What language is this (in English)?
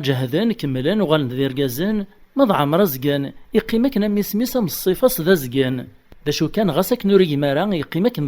Kabyle